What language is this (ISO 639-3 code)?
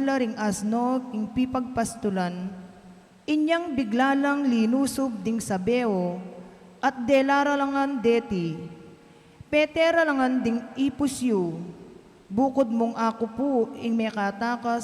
pam